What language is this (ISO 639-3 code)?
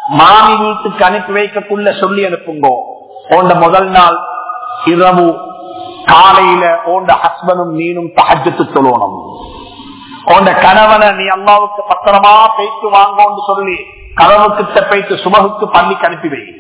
tam